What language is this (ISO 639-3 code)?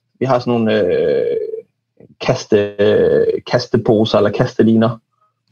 dan